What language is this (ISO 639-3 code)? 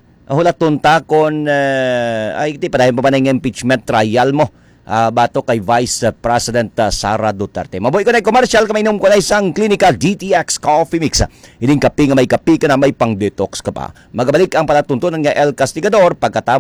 hil